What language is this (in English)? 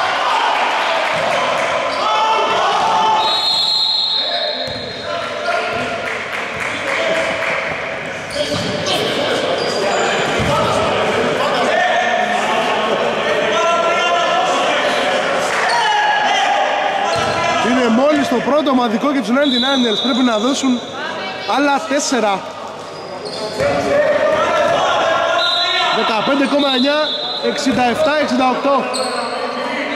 Greek